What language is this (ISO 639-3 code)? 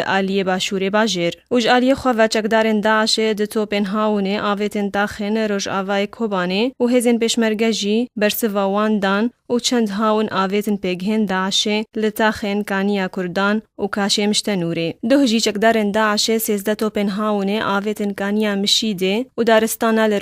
kur